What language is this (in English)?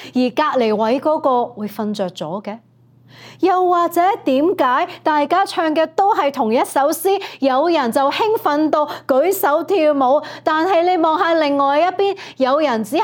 Cantonese